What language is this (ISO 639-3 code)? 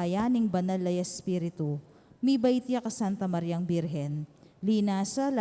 pam